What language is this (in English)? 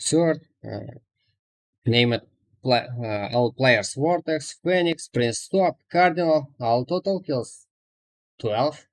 Kara-Kalpak